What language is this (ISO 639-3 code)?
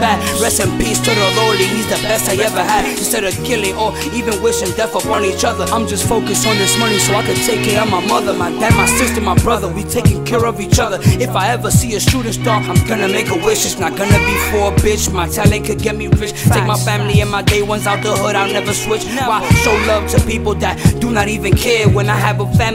eng